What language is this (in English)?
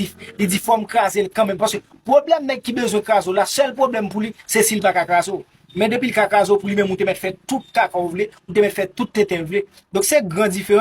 Haitian Creole